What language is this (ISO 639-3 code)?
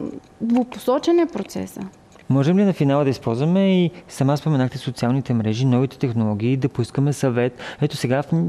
bul